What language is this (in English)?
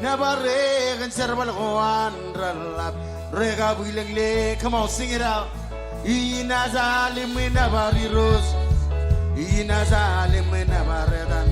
Marshallese